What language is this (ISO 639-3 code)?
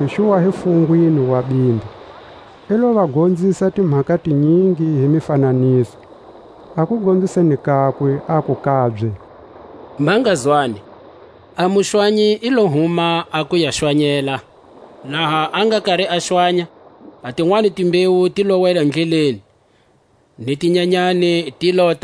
tsc